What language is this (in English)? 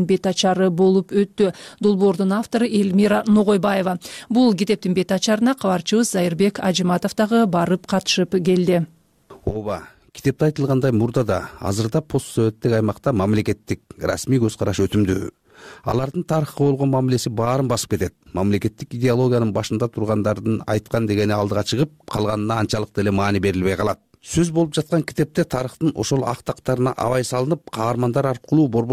Kyrgyz